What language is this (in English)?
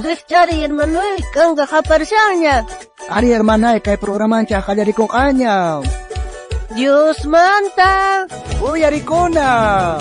South Bolivian Quechua